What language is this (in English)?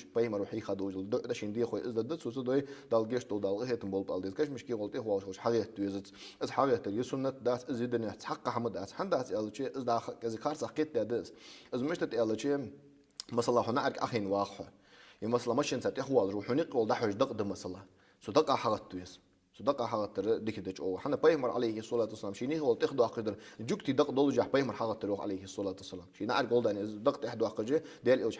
Ingush